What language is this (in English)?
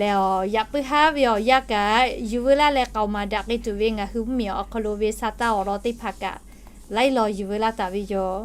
Lahu